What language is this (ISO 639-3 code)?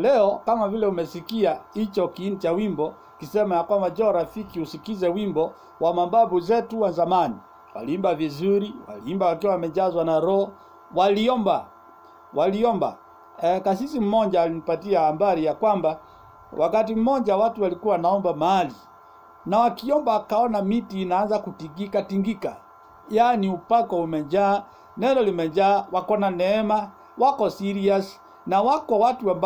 swa